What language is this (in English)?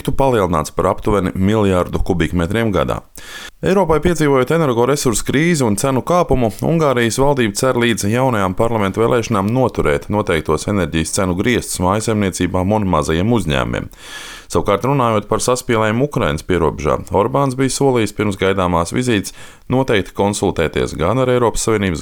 Latvian